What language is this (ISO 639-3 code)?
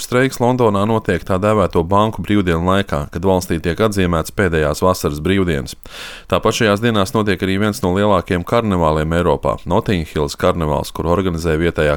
lav